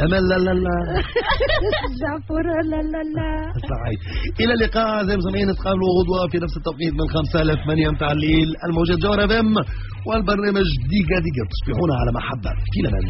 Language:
Tunisian Arabic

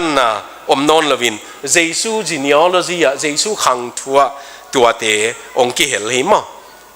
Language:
Tedim Chin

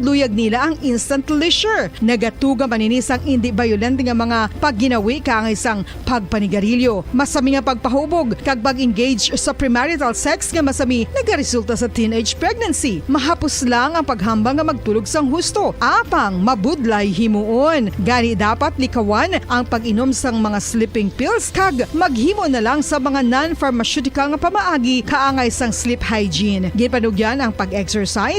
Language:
Hiligaynon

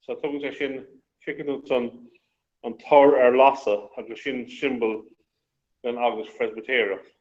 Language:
Irish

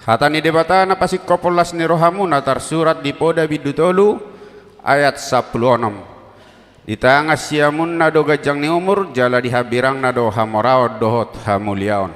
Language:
Batak Toba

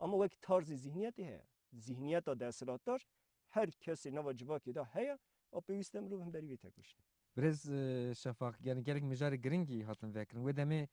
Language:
Kurdish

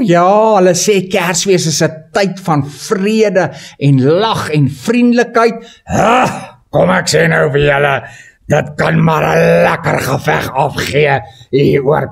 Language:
Afrikaans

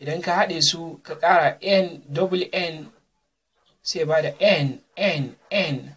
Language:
Hausa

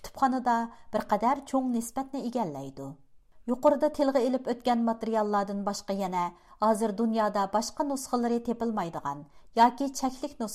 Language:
Uyghur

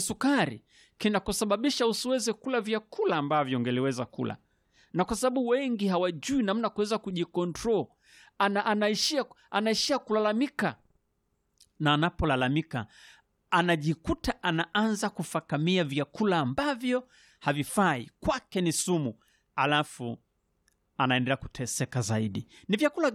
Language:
Swahili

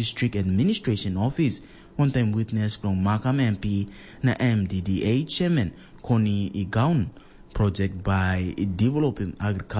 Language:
Tok Pisin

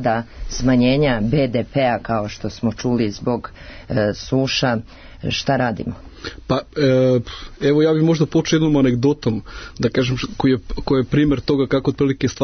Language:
Serbian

